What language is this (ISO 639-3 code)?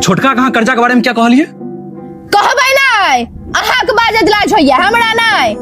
mai